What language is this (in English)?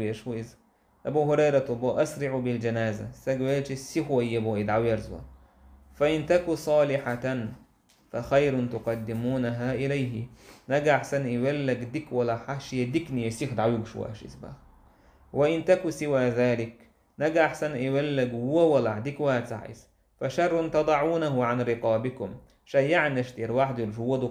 Chechen